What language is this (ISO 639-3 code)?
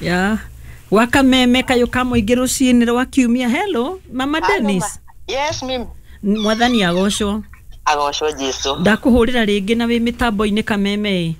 kik